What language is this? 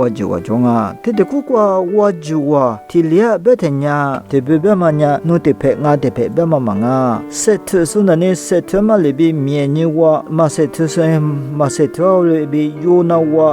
Lisu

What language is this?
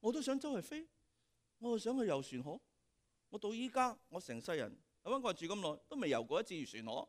Cantonese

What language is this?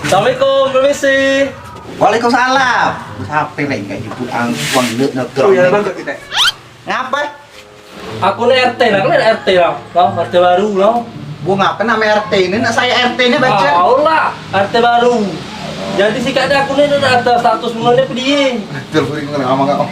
Musi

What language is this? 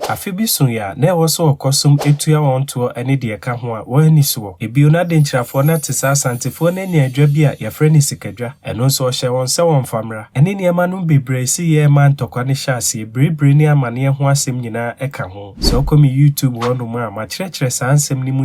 Akan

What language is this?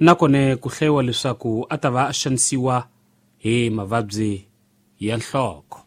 Tsonga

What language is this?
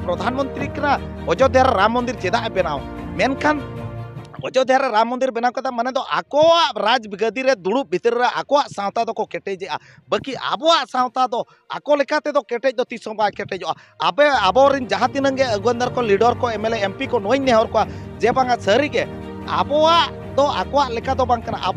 Santali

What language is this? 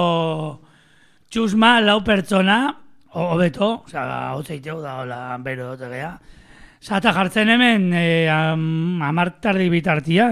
Basque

